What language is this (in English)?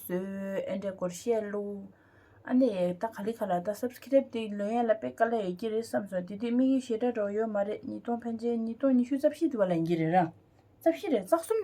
Tibetan